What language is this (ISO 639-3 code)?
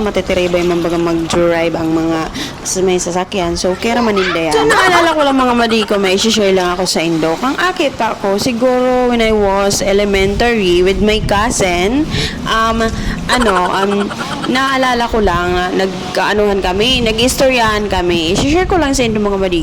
bik